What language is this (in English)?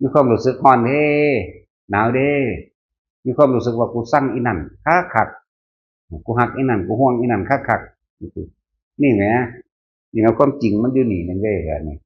Northeastern Thai